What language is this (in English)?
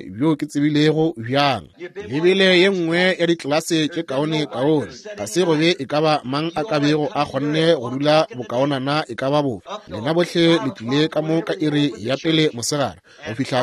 Northern Sotho